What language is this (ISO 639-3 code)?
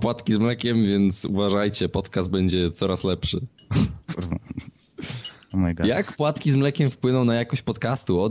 pol